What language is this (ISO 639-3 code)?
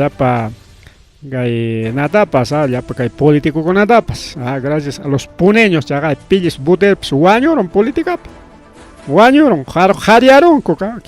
quy